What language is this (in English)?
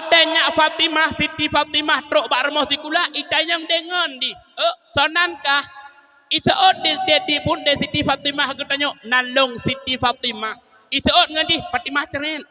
Achinese